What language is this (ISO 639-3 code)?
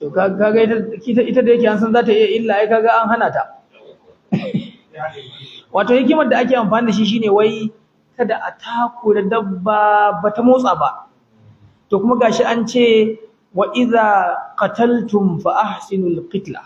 hau